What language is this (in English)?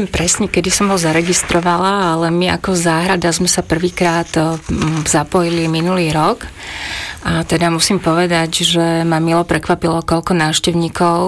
Slovak